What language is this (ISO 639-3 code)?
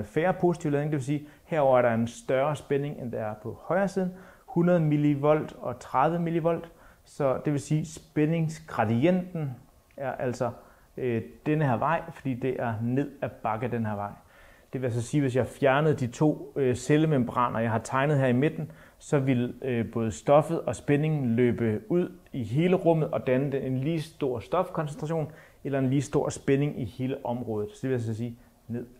dan